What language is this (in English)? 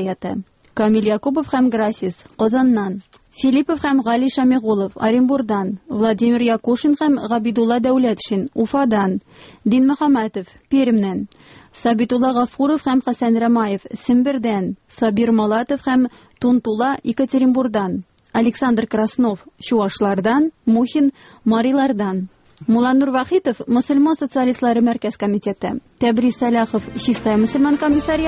Tatar